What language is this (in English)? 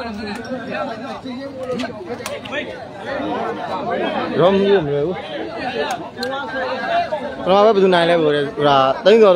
Burmese